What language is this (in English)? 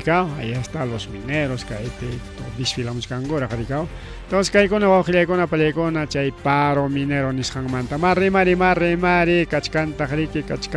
Ayacucho Quechua